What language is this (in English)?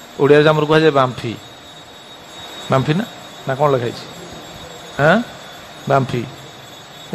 Odia